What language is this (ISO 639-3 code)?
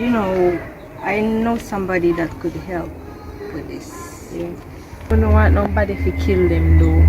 jam